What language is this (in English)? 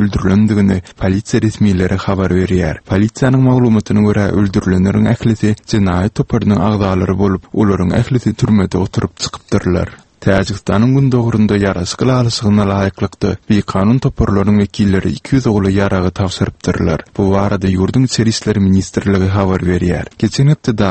Turkmen